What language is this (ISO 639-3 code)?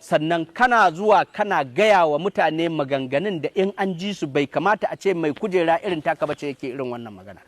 hau